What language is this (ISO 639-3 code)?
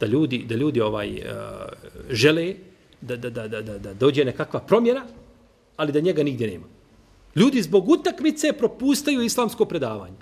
bos